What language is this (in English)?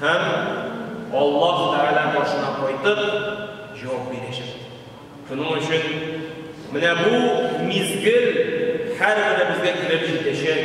Tatar